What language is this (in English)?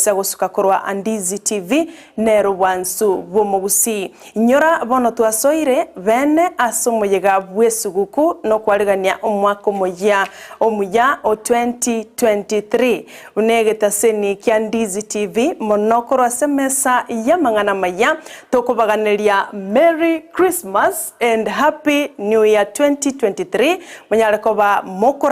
Gusii